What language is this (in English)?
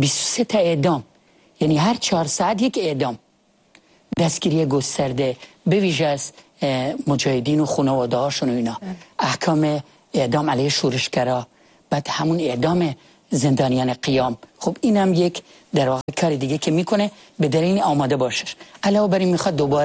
Persian